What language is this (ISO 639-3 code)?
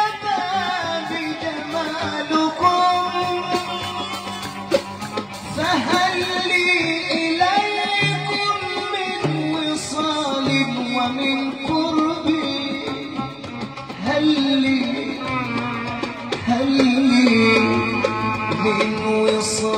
ara